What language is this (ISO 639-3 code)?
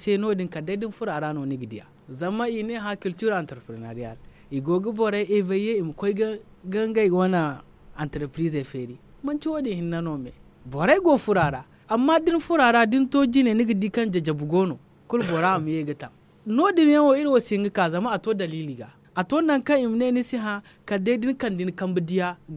dje